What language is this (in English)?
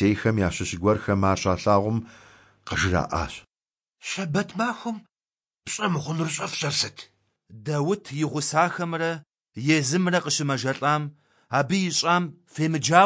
Kabardian